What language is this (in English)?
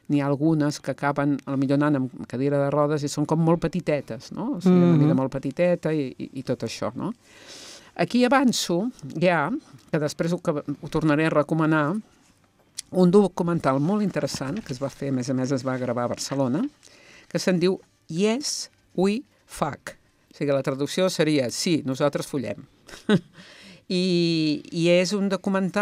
Catalan